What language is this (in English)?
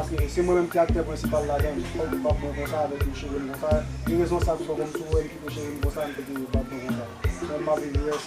Haitian Creole